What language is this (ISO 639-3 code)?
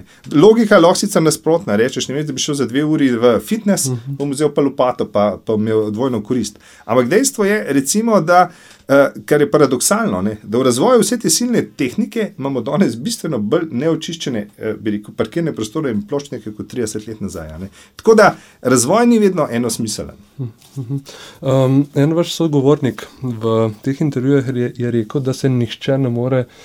slv